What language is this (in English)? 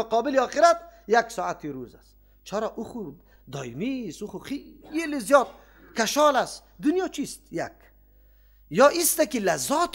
Persian